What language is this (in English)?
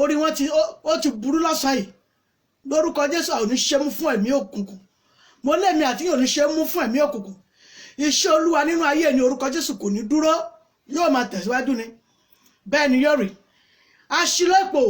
Yoruba